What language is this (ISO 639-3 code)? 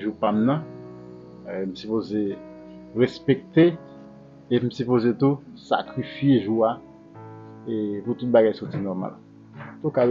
hat